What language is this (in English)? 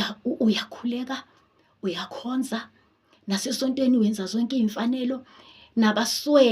Zulu